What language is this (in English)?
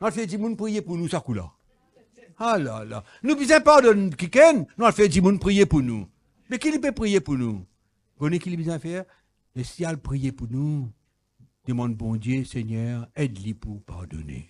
Morisyen